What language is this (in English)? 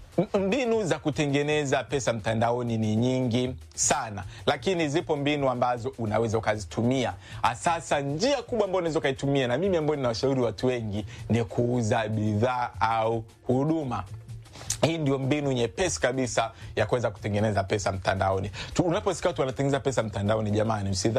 Swahili